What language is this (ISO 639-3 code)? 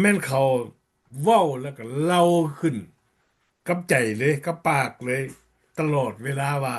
lao